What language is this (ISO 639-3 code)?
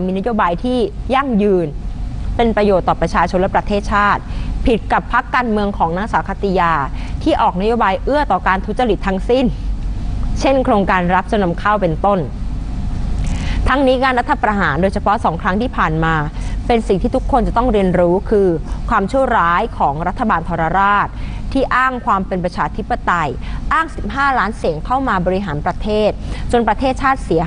tha